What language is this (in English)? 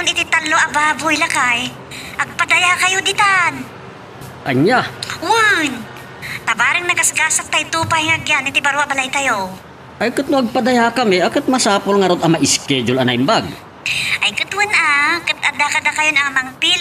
Iloko